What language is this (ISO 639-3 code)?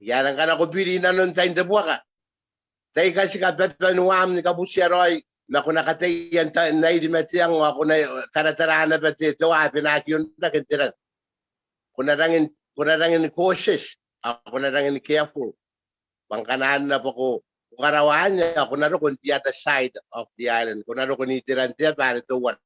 gil